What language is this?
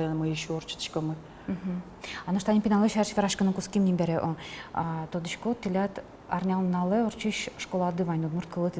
Udmurt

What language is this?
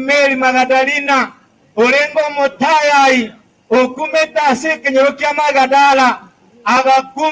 Gusii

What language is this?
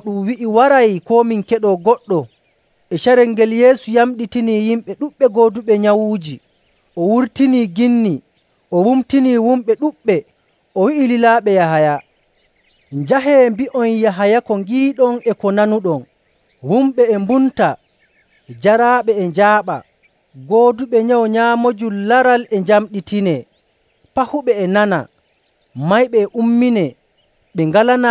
Nigerian Fulfulde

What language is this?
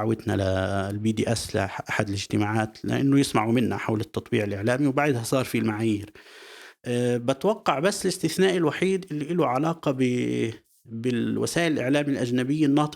North Levantine Arabic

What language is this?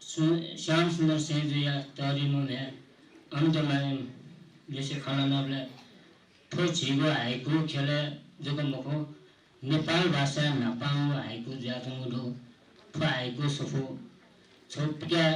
Newari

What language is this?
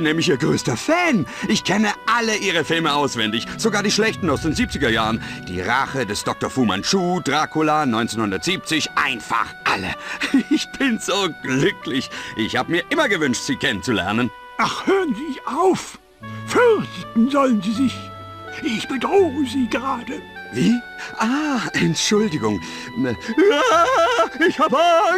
Bavarian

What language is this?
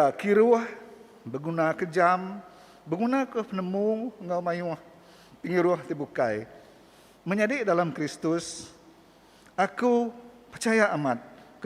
Iban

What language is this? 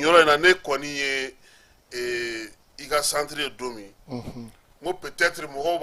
Bambara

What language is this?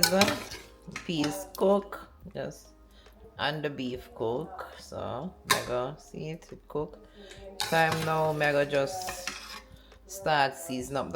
Jamaican Creole English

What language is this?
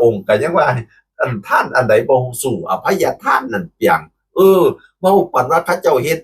Northeastern Thai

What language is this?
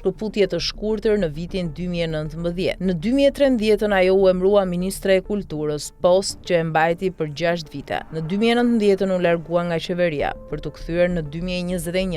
Albanian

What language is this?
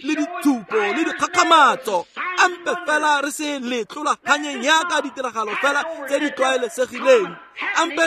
Tswana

